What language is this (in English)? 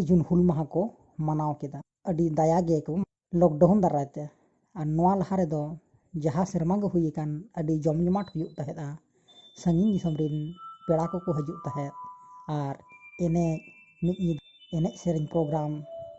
Santali